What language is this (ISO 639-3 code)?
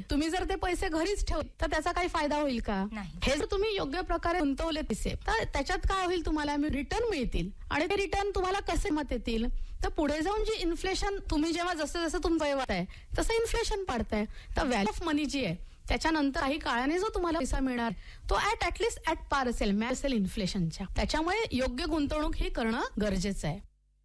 mar